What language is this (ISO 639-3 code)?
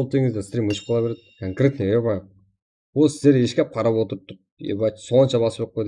kaa